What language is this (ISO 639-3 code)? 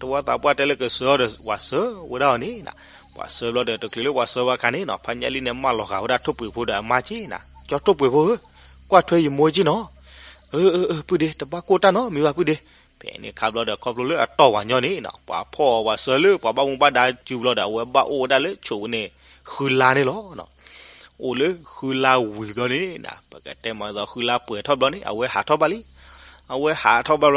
ksw